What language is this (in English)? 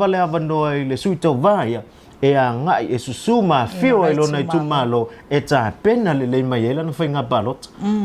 Samoan